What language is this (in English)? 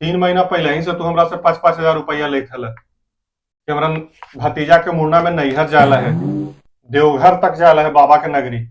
Magahi